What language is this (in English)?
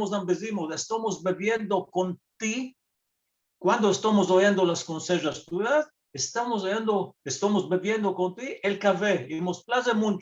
Ladino